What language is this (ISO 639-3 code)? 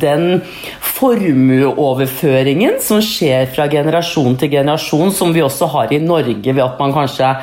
nor